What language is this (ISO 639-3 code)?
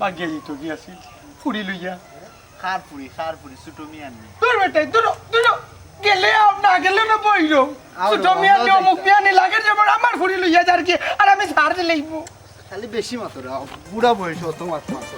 syl